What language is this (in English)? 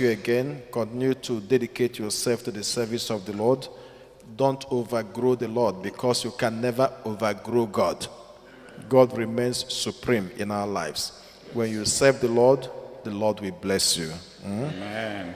Igbo